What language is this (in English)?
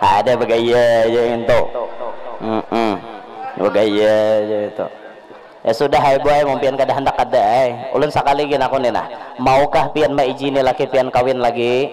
Banjar